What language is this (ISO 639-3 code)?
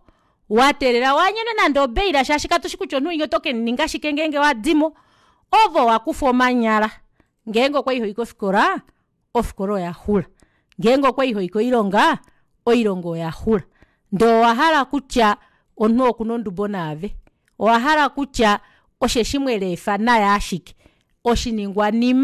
kua